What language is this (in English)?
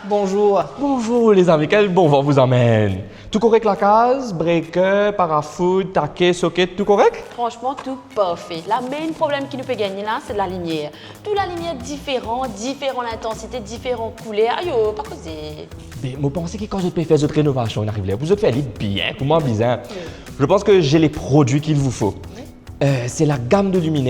Morisyen